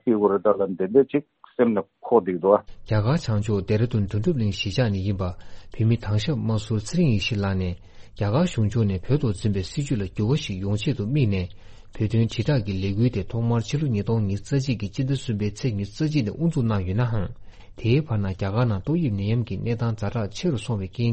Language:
Tibetan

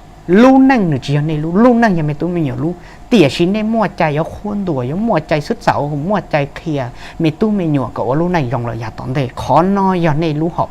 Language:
Hmong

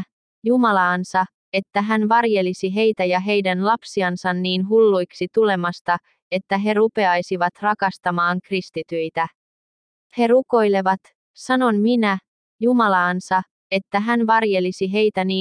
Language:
Finnish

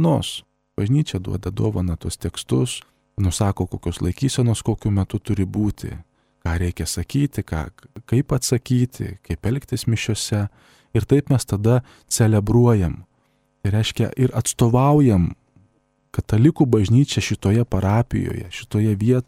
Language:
Lithuanian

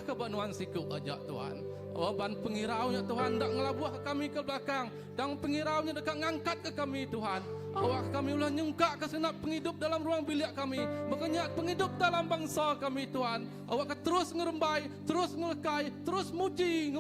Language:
Iban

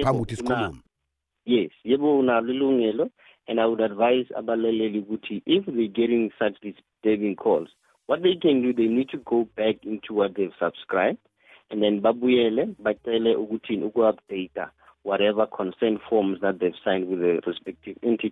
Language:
South Ndebele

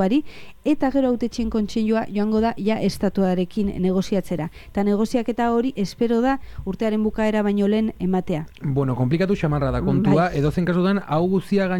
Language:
Basque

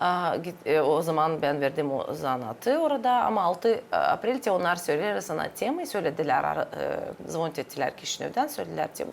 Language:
Gagauz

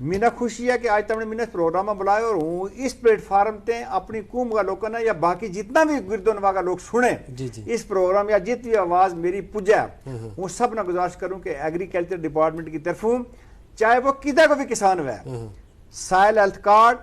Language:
Gujari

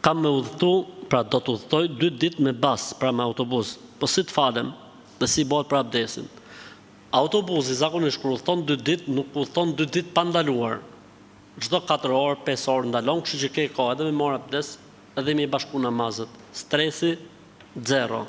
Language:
Albanian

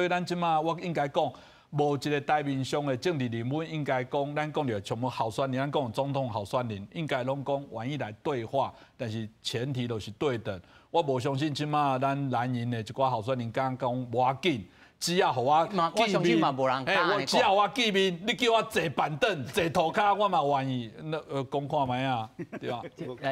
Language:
Min Nan Chinese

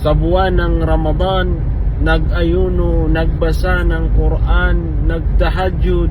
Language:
Maranao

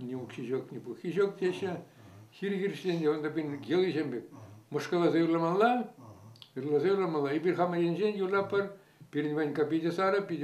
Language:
Chuvash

